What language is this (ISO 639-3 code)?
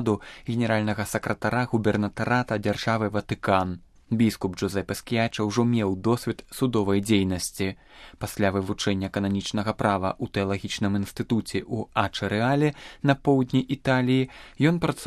bel